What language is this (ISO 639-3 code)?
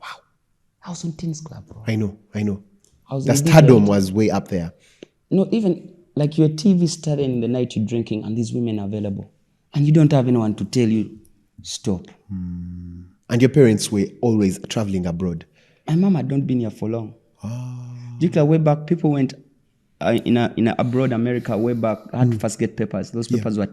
lug